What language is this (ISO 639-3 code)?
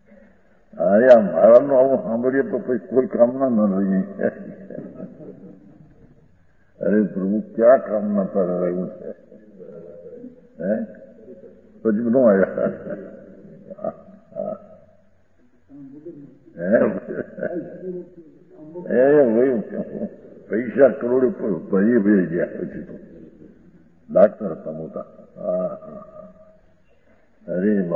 guj